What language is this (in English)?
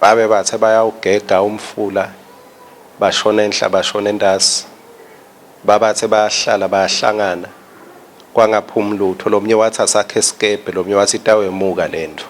Swati